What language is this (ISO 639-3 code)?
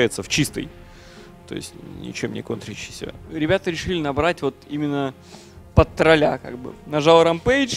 rus